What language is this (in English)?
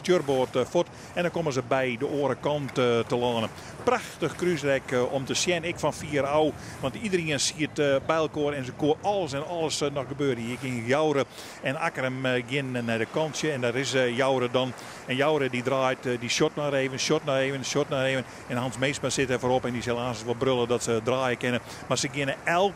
Western Frisian